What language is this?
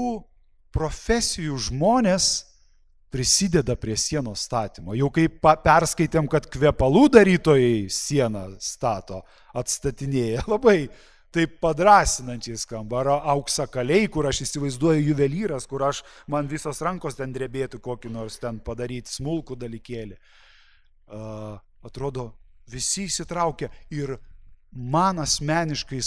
Lithuanian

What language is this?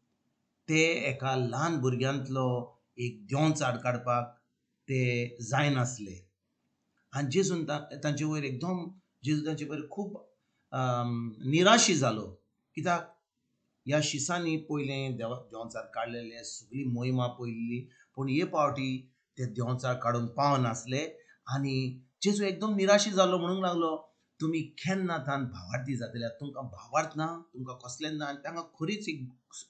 Konkani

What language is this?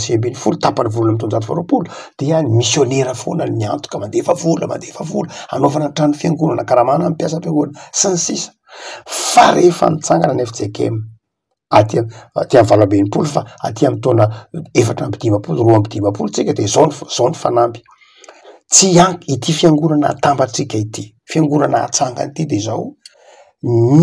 Malagasy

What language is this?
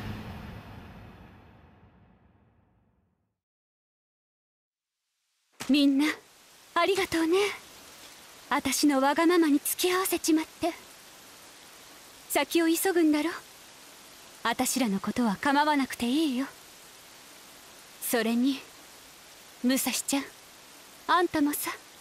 Japanese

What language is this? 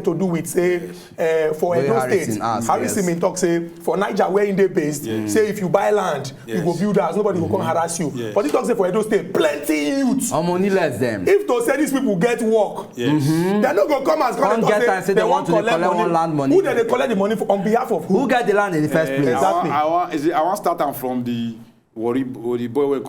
Nigerian Pidgin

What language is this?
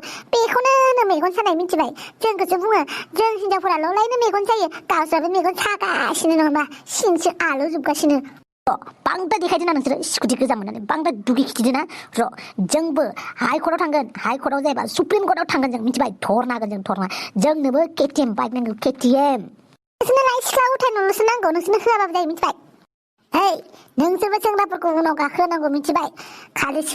Bodo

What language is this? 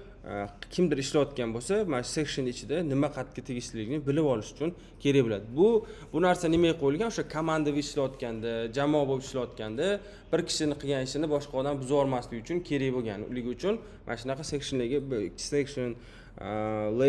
Uzbek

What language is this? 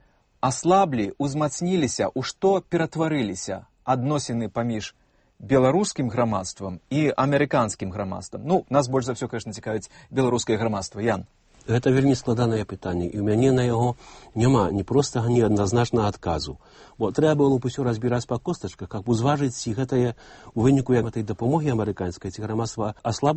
Belarusian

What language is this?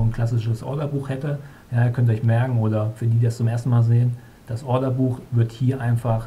German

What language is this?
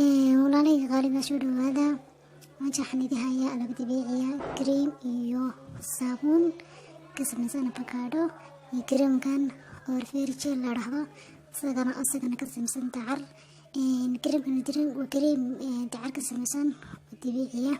Somali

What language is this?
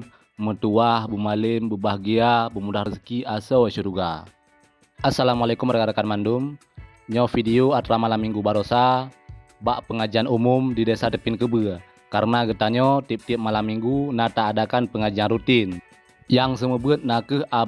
Achinese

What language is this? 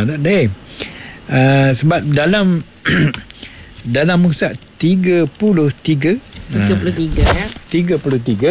Malay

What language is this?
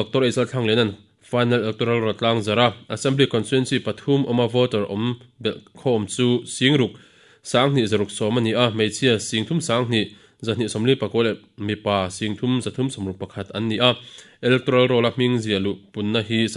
Mizo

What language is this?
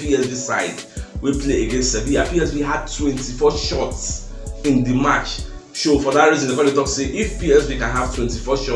Nigerian Pidgin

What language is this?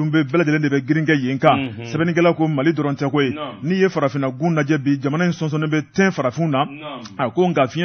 Bambara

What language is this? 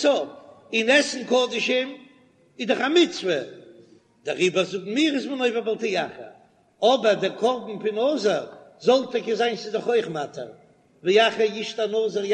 Yiddish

